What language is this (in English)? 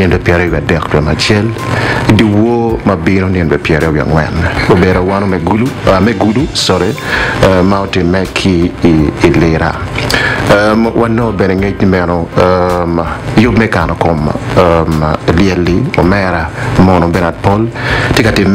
Acoli